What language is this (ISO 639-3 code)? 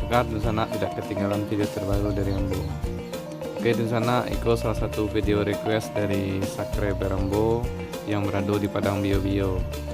min